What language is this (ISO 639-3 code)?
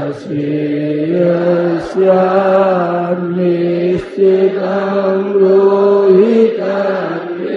hin